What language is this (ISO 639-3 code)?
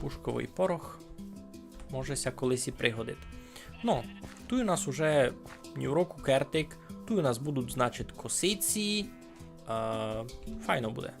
rue